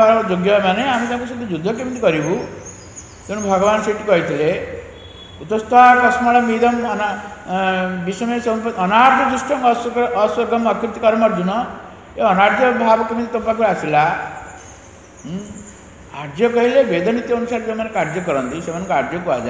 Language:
Odia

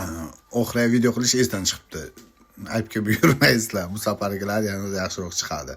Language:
Uzbek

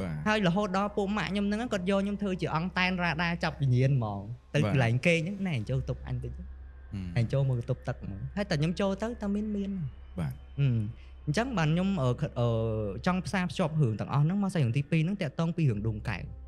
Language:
Khmer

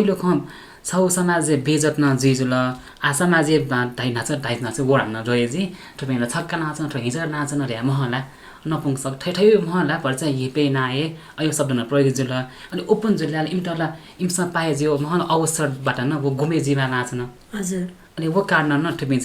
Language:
Newari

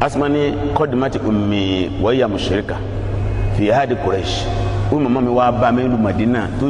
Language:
Yoruba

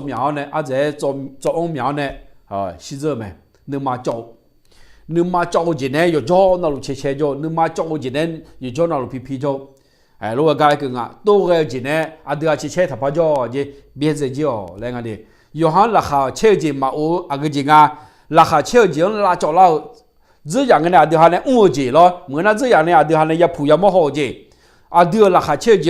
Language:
Akha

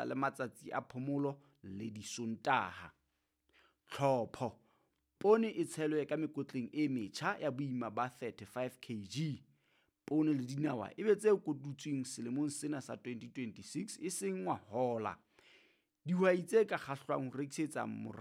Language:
Southern Sotho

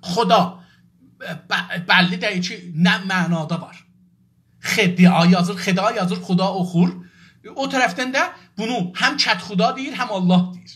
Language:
South Azerbaijani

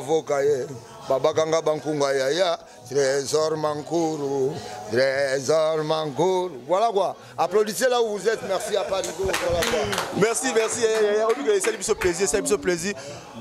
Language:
Lingala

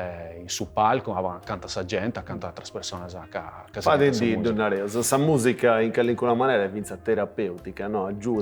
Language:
Sardinian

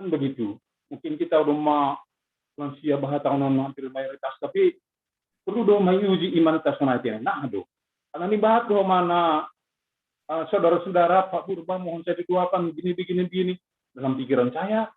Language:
Batak Simalungun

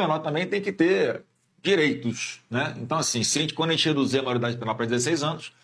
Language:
Portuguese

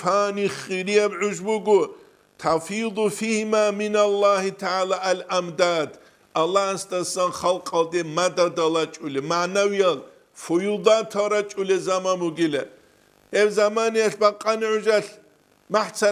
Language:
Avaric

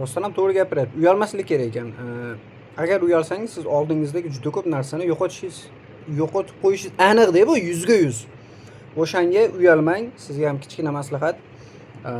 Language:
Uzbek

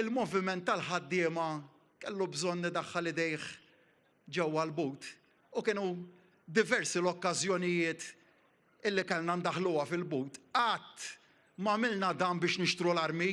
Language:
Maltese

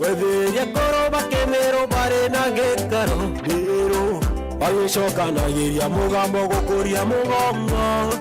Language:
Meru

